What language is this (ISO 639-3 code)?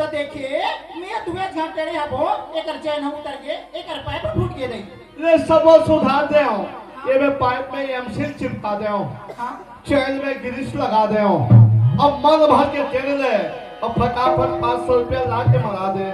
hne